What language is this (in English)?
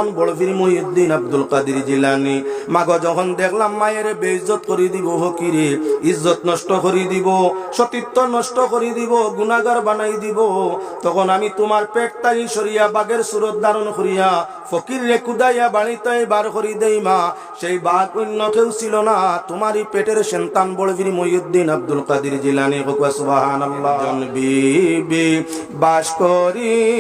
Sylheti